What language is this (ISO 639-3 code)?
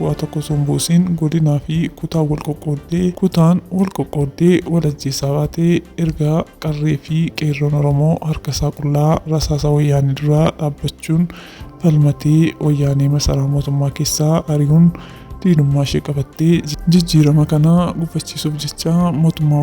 orm